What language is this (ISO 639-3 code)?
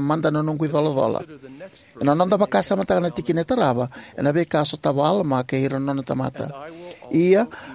fij